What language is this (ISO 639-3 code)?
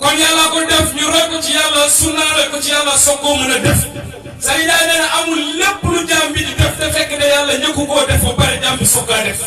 wol